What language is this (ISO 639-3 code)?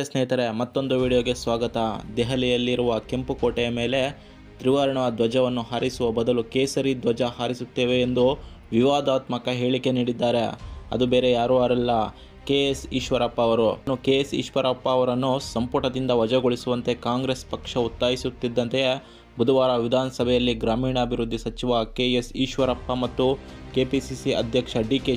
kan